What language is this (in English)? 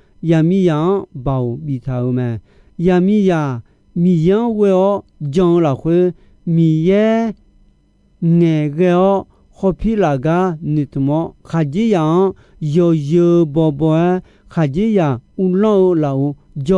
Akha